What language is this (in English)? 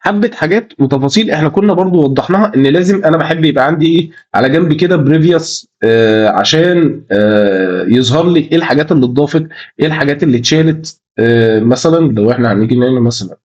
Egyptian Arabic